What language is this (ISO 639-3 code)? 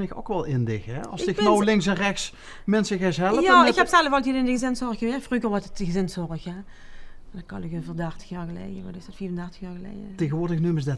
lim